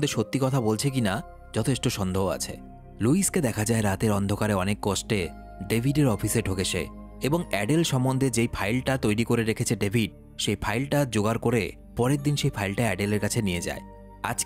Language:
Bangla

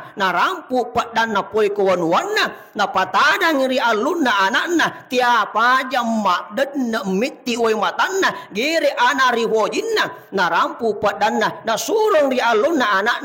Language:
Buginese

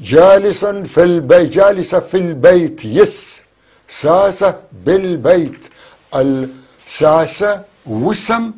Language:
North Levantine Arabic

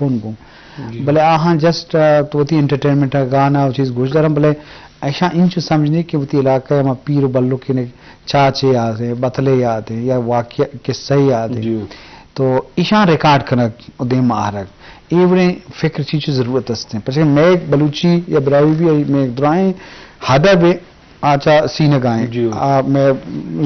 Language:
Baluchi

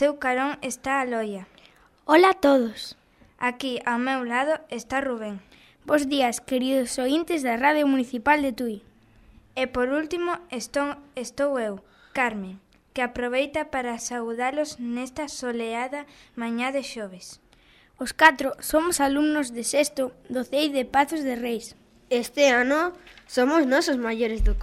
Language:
Galician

